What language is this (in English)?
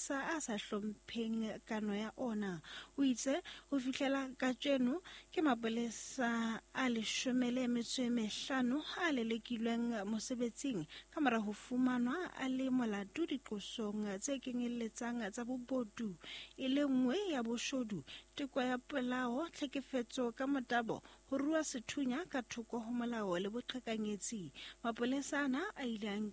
Southern Sotho